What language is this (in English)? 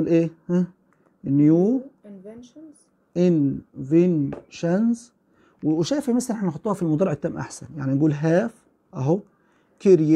Egyptian Arabic